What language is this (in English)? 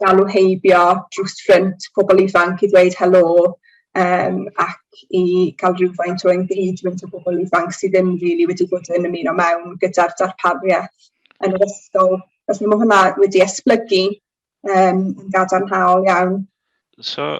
Welsh